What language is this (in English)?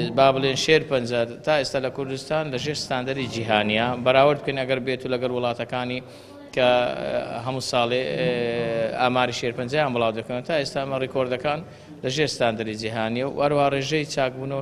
Central Kurdish